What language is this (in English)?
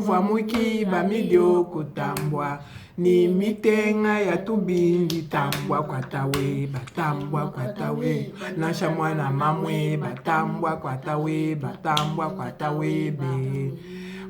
Luba-Lulua